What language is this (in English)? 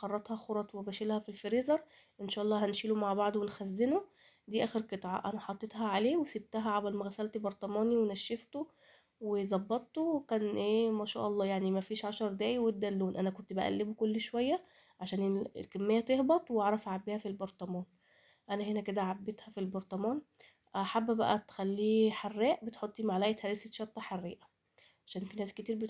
Egyptian Arabic